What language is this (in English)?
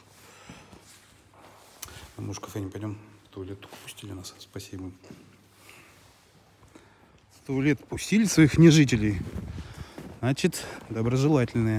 Russian